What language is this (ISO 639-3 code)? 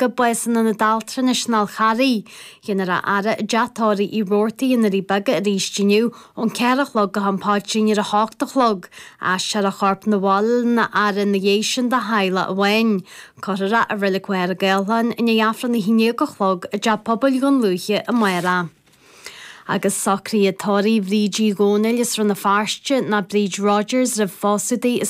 gle